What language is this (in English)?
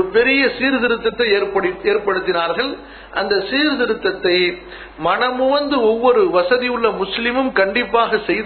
Tamil